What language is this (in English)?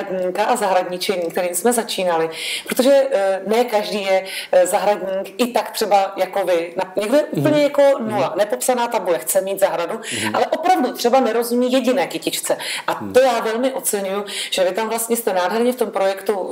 Czech